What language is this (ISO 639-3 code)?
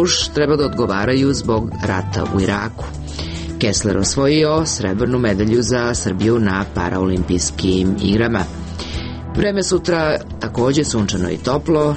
srp